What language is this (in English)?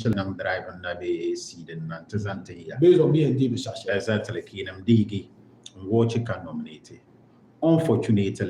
Dagbani